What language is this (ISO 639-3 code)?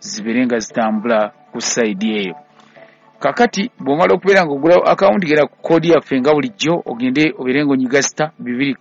lug